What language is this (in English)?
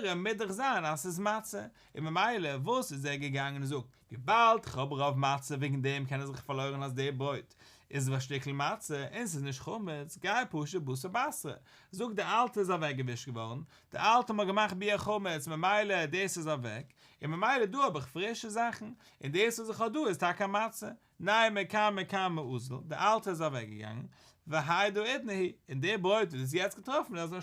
Yiddish